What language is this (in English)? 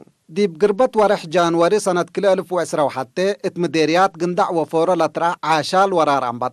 Tigre